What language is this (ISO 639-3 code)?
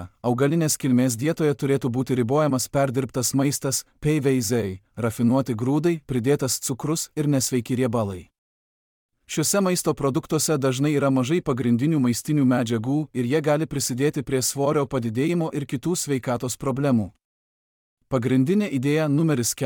lit